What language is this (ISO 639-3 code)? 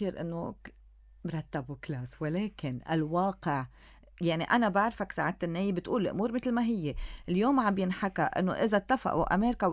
apc